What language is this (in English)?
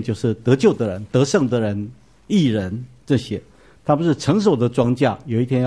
Chinese